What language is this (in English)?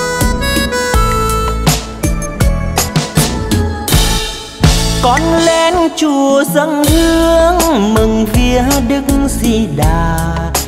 Vietnamese